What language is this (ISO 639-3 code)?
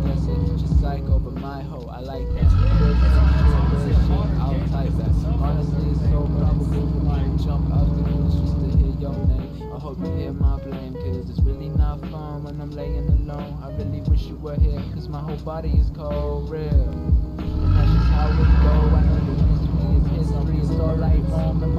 eng